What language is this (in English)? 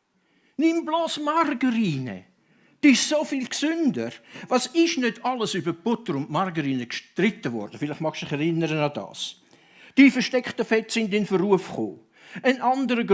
Swiss German